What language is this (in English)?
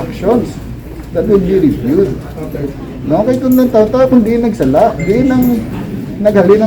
Hiligaynon